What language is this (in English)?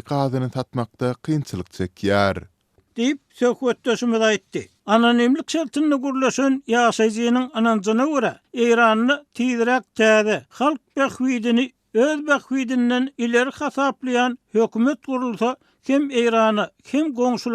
Turkmen